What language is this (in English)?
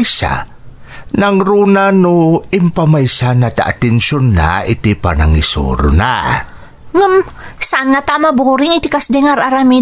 Iloko